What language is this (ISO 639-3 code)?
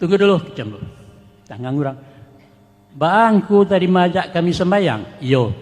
min